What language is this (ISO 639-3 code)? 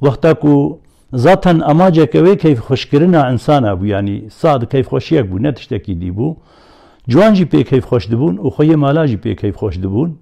kur